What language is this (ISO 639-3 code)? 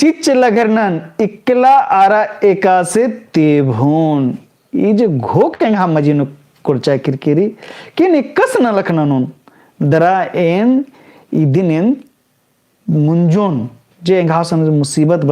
kru